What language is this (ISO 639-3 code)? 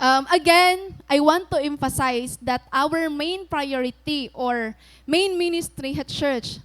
war